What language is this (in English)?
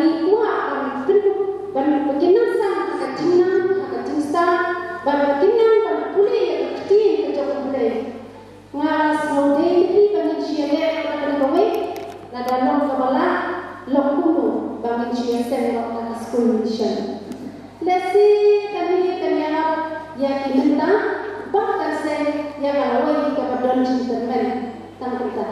Khasi